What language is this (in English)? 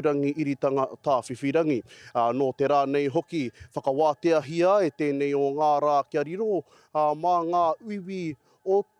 Māori